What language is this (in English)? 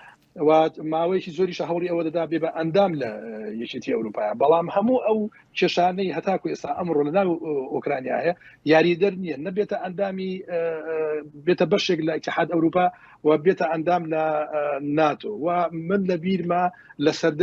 Central Kurdish